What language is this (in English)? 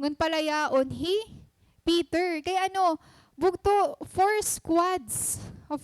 Waray